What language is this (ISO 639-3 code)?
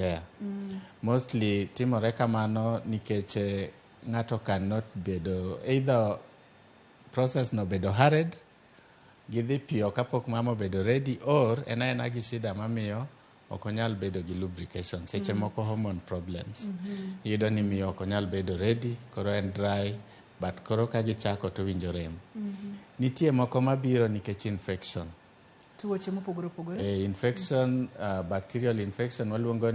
luo